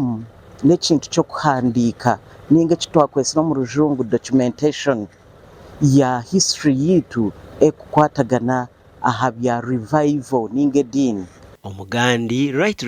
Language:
Nyankole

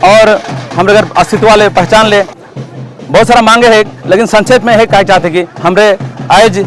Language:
Sadri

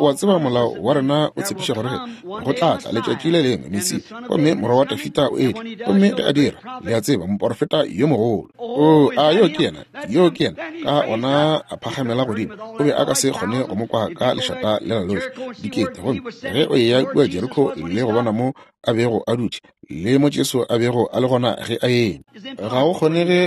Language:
Northern Sotho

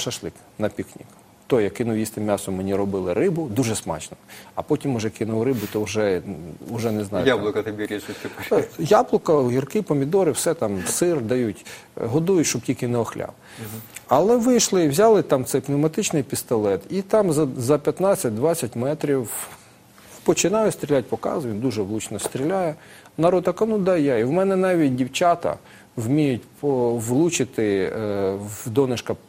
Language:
Ukrainian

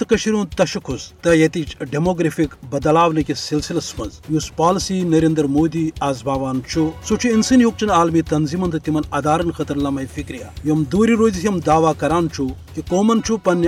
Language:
Kashmiri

